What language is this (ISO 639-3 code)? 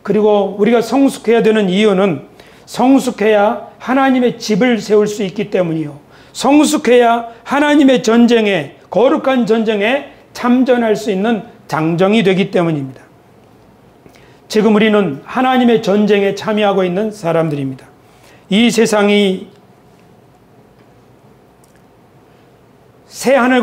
kor